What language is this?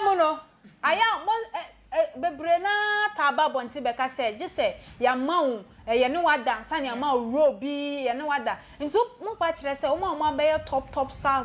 Akan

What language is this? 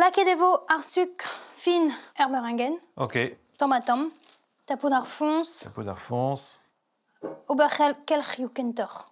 Breton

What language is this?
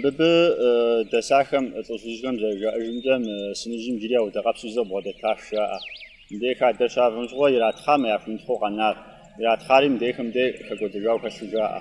Kabardian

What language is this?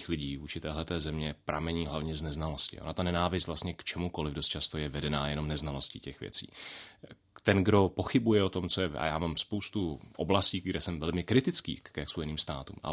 Czech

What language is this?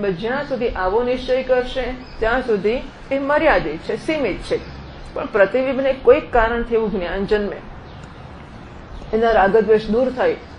Gujarati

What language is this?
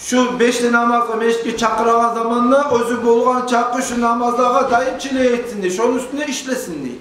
Kumyk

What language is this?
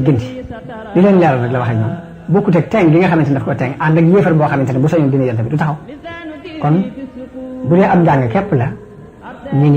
Wolof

